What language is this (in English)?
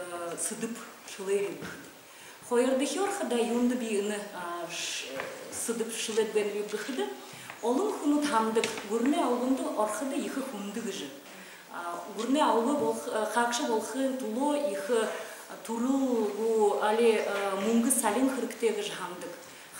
Buriat